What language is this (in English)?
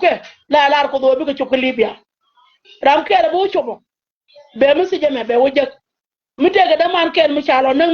Nuer